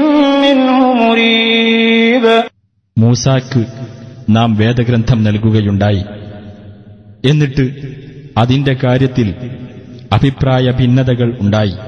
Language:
Malayalam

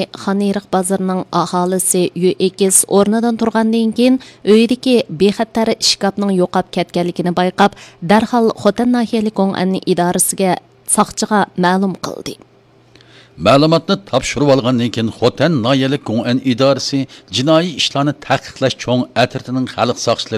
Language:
Uyghur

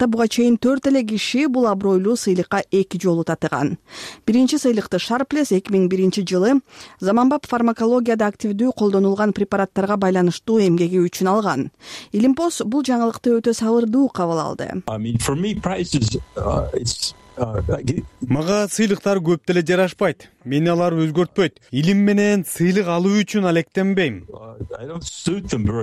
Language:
Kyrgyz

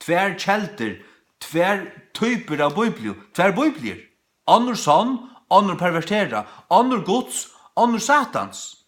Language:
Faroese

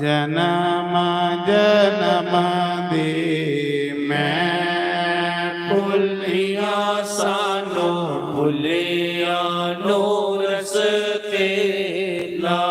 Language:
Dogri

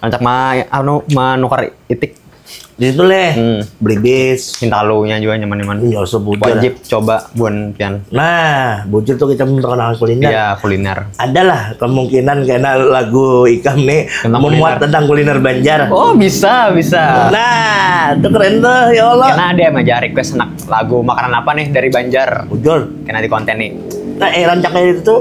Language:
Banjar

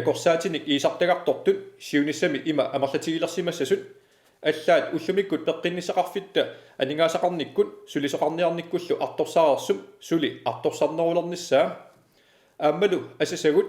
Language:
Kalaallisut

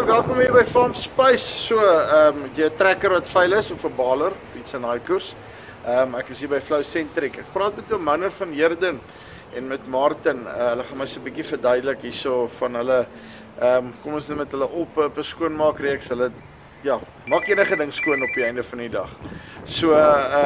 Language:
Afrikaans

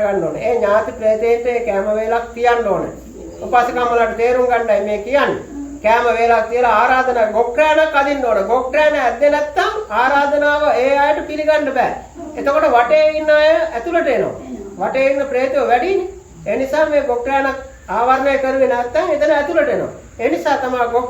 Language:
Sinhala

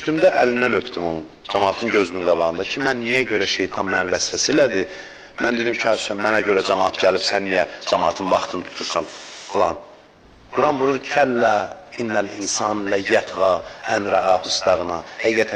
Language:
Azerbaijani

